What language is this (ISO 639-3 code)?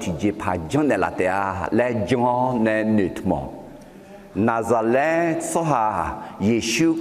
ahk